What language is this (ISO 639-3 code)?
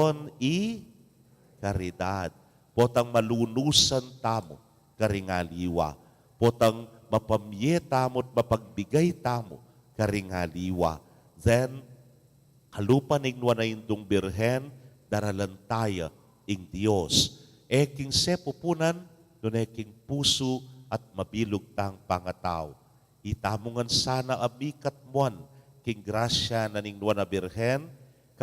pam